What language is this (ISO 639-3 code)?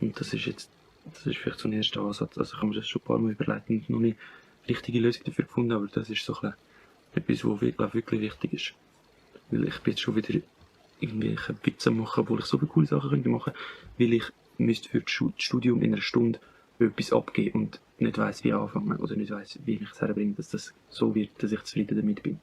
gsw